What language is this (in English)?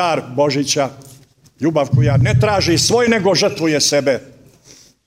Croatian